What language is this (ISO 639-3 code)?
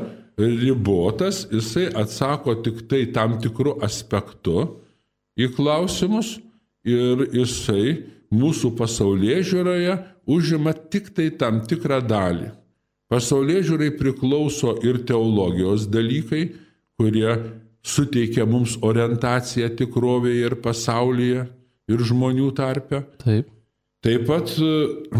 lit